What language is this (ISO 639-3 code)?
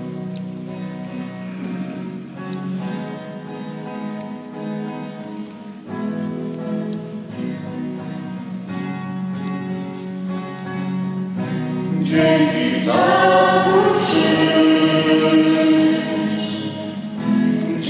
pol